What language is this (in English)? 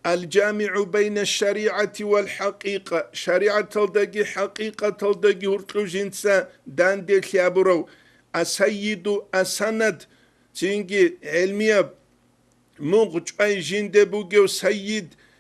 Avaric